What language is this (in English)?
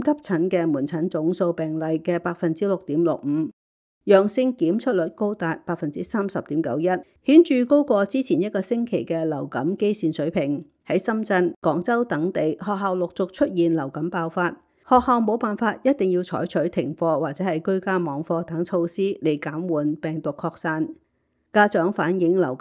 Cantonese